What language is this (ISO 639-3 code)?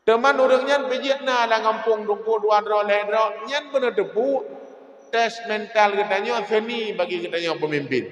ace